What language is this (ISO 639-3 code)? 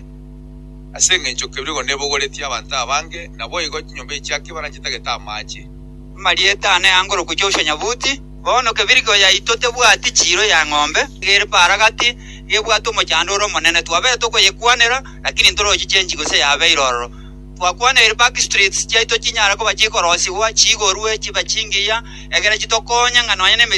guz